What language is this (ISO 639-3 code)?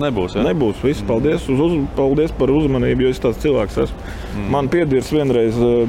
lav